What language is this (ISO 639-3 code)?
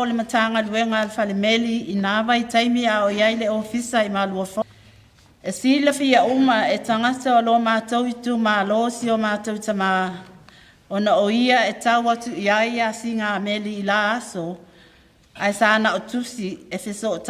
smo